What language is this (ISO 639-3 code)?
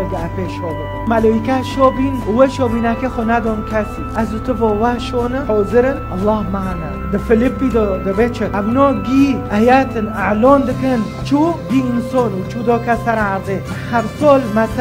kur